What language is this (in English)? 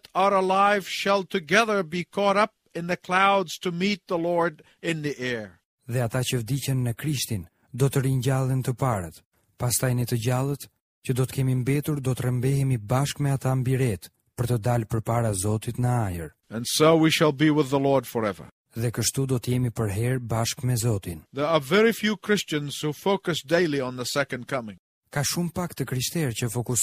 Albanian